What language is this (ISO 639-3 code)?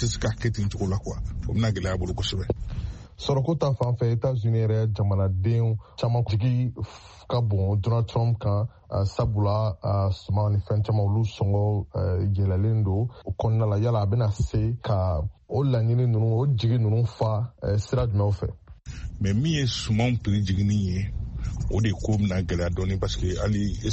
bam